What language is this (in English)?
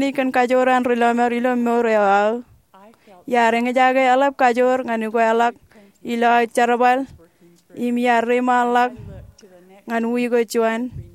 Marshallese